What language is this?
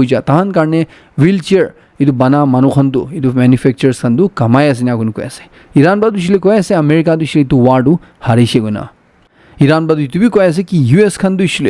Naga Pidgin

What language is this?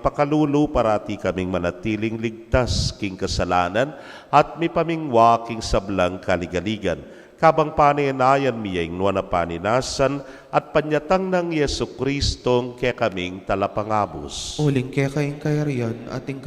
Pampanga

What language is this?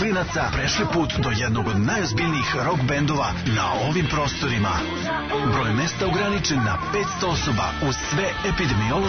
Serbian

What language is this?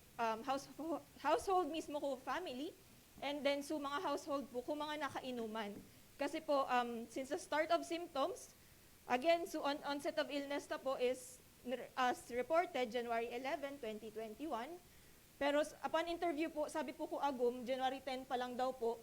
Bikol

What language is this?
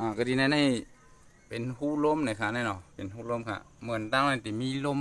Shan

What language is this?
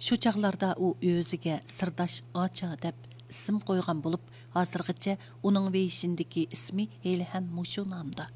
Uyghur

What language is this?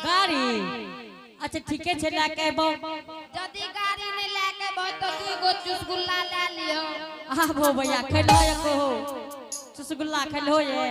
Angika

